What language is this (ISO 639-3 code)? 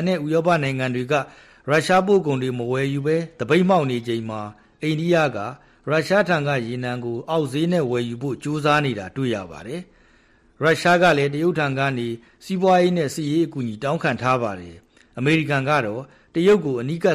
mya